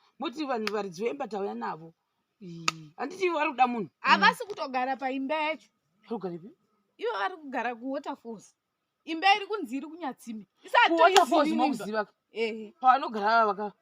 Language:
Shona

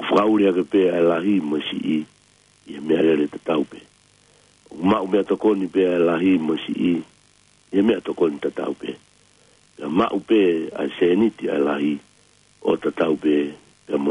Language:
Tongan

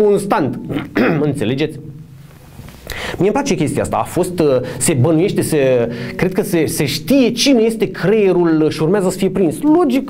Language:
Romanian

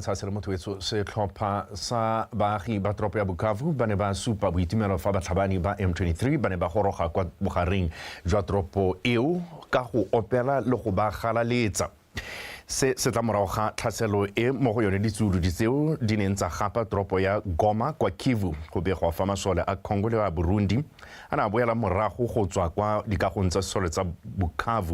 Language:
Tswana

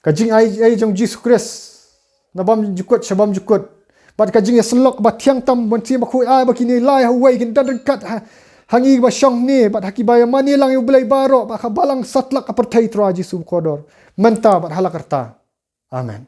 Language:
Khasi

